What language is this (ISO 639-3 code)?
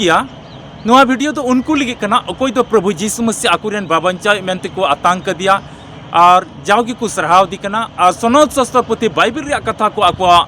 sat